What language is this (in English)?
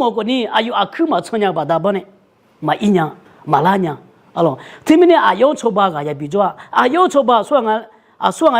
Akha